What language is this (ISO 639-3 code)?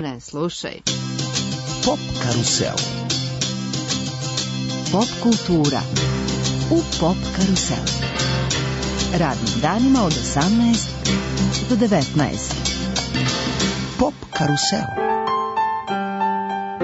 srp